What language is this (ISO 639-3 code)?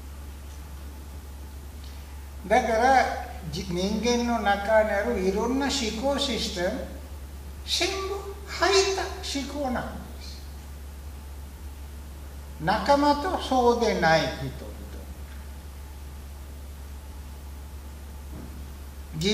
jpn